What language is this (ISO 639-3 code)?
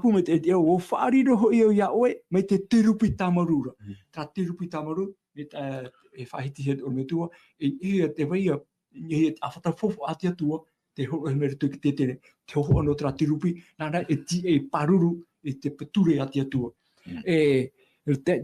tah